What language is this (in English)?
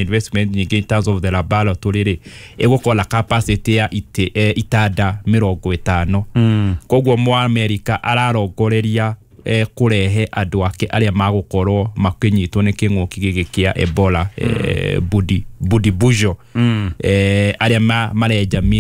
Kikuyu